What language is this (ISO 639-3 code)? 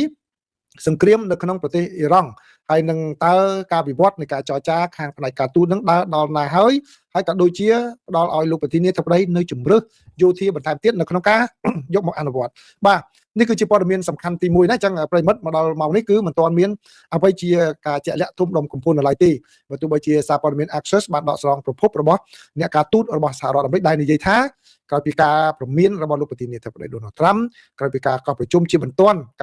khm